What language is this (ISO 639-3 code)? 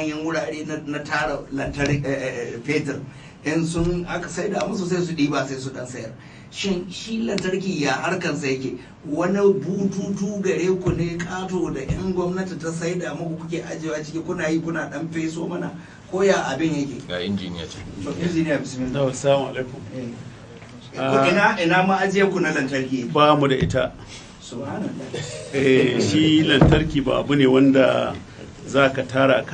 hau